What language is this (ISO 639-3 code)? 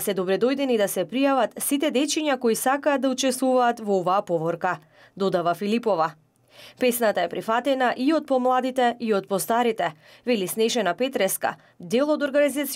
mkd